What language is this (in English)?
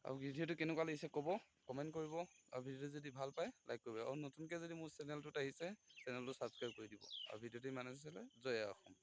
Assamese